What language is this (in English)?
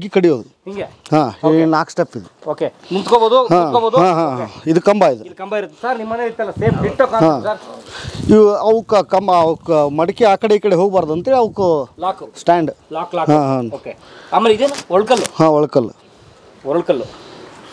Kannada